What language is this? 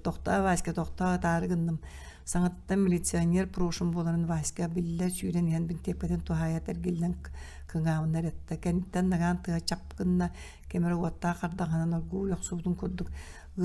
Yakut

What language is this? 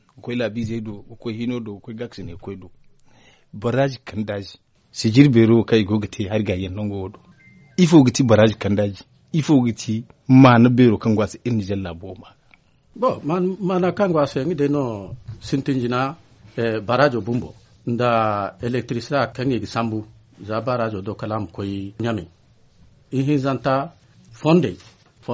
Zarma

